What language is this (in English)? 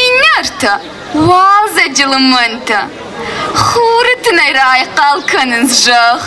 Ossetic